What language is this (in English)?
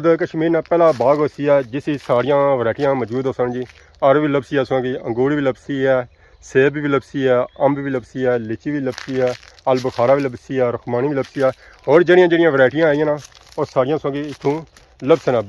Pahari-Potwari